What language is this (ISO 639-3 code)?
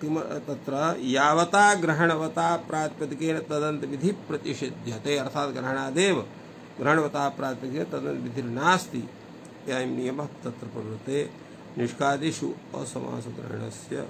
san